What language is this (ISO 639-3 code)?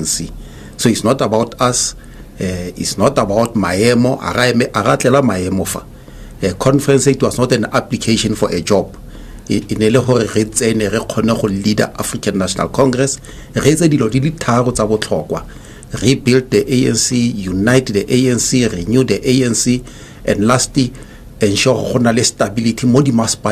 tsn